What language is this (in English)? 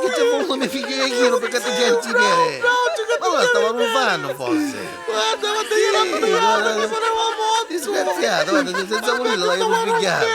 Neapolitan